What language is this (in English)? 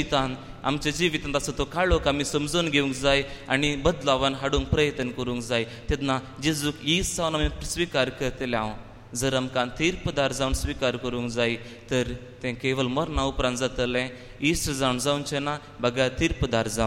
Konkani